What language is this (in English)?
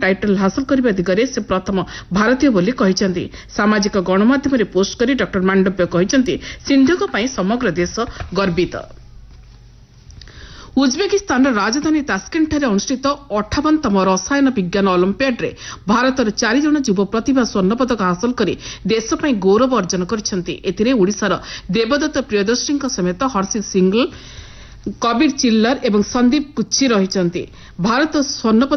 Odia